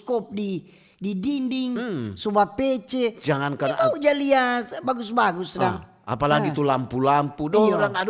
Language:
Manado Malay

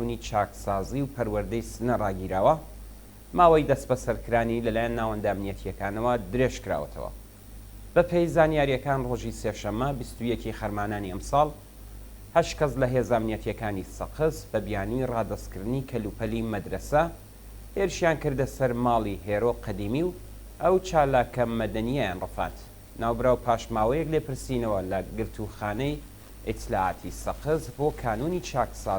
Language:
Central Kurdish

